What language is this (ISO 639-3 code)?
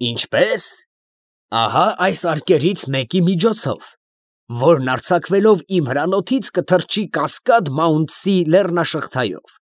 hye